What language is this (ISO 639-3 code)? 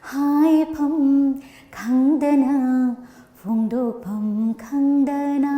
mni